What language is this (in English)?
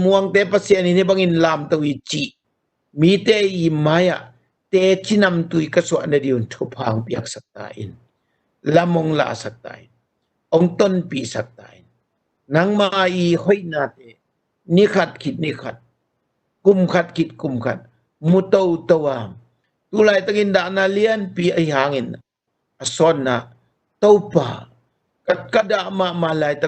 Tedim Chin